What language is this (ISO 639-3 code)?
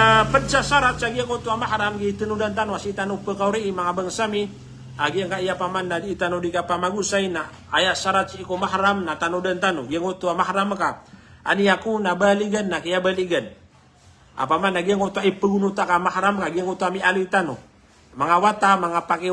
mrw